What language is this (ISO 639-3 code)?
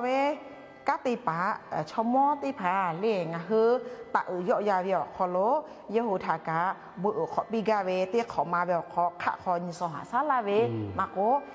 lhu